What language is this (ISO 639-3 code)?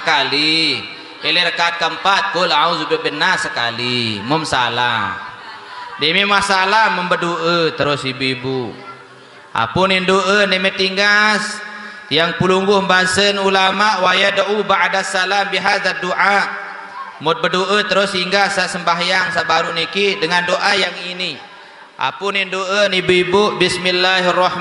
sas